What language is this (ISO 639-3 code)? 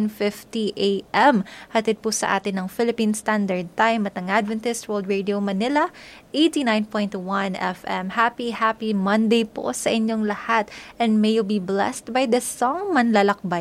fil